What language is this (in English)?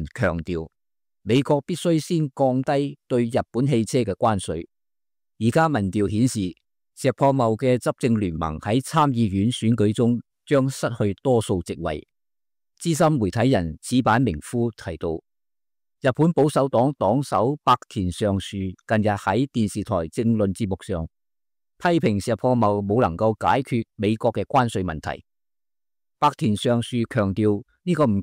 Cantonese